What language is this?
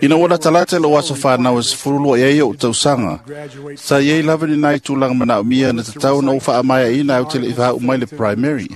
Samoan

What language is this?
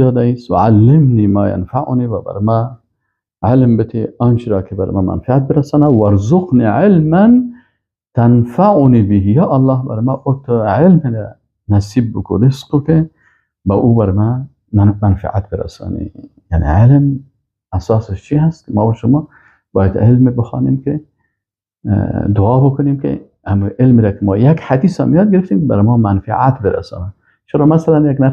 Persian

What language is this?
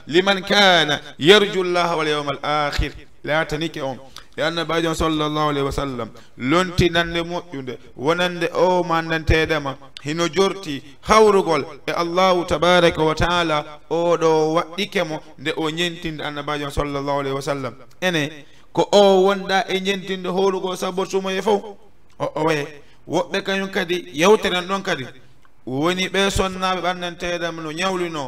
Fula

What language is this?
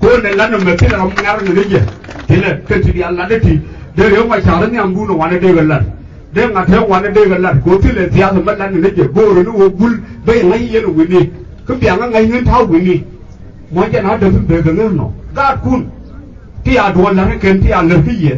Nuer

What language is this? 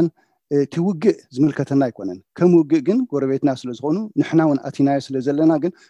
Tigrinya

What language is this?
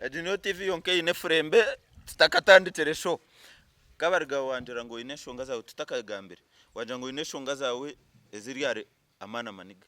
Nyankole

